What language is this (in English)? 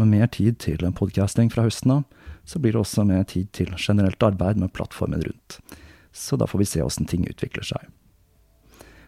Norwegian